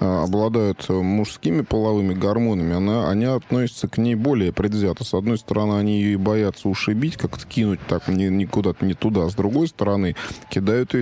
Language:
Russian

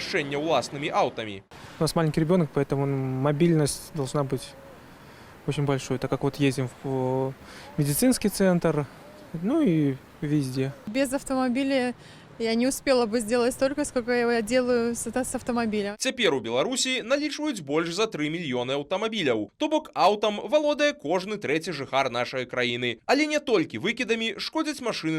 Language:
Belarusian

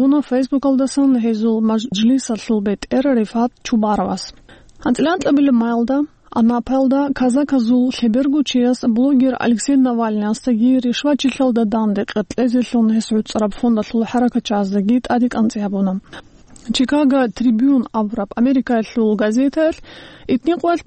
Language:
Avaric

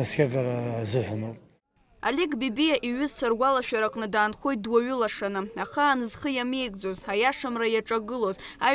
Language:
Abkhazian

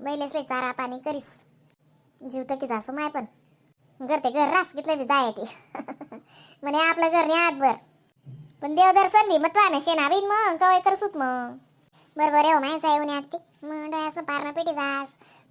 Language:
Khandesi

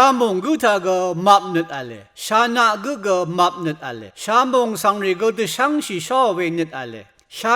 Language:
Rawang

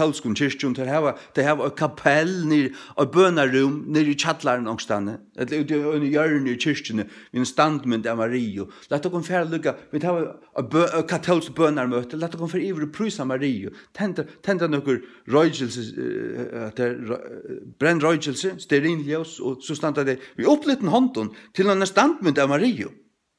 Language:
Faroese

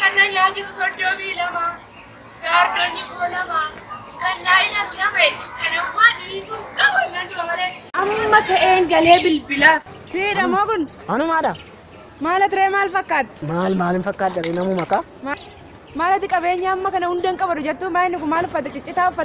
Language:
Oromo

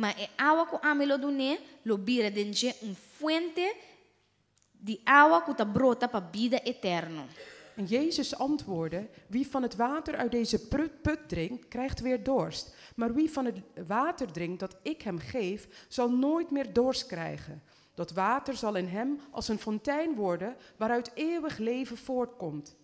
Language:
Papiamento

